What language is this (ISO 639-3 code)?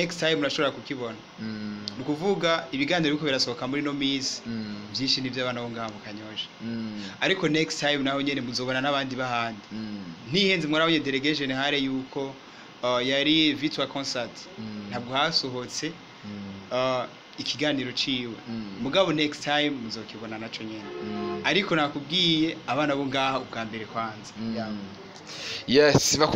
run